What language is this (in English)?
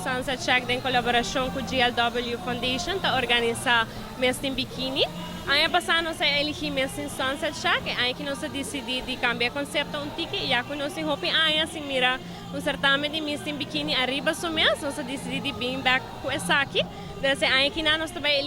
Papiamento